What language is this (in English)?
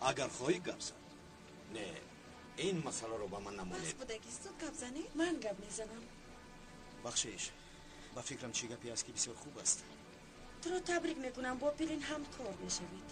Tajik